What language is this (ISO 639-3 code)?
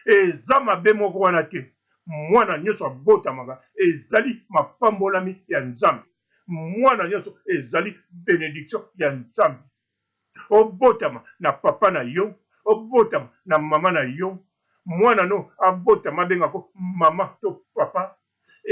lin